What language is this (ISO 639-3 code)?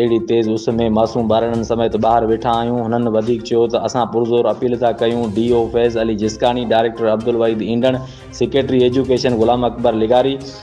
snd